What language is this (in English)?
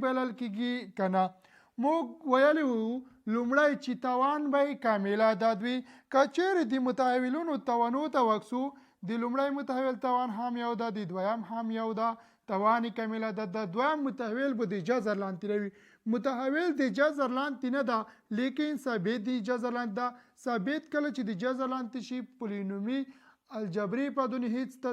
Pashto